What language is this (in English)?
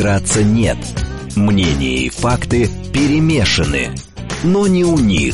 Russian